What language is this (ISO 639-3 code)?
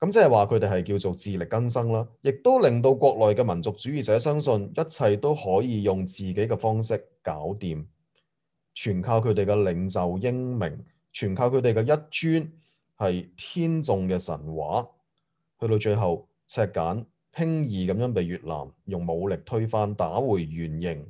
yue